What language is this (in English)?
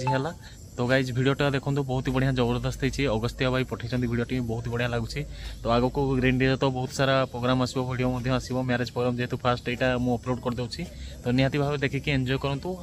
Odia